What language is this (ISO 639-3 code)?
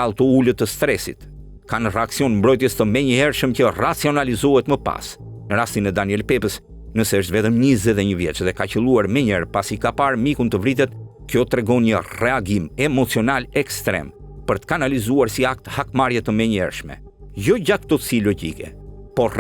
sqi